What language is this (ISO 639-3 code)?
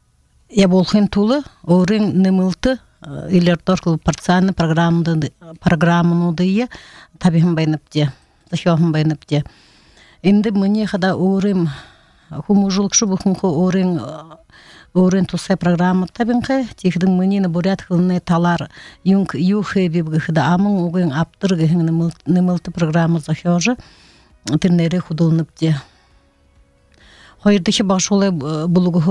bua